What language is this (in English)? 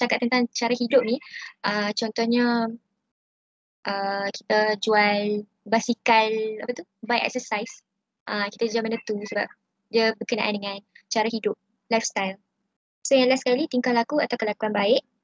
Malay